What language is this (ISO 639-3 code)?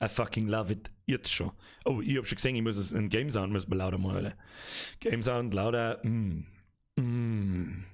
bar